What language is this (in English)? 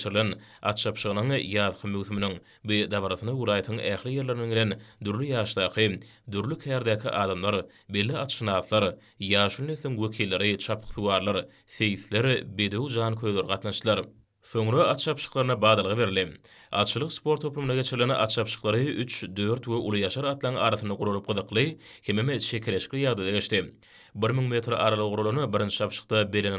Turkmen